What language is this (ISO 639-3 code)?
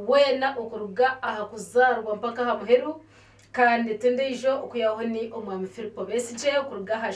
nyn